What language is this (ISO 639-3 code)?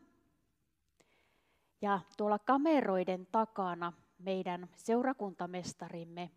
fin